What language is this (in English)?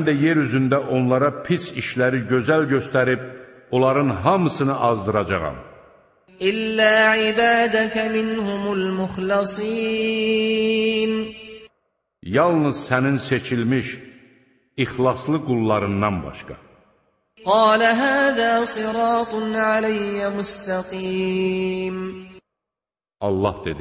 Azerbaijani